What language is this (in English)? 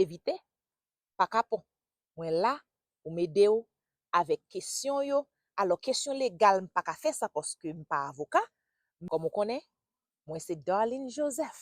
Haitian Creole